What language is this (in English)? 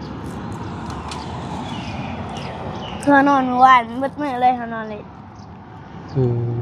Lao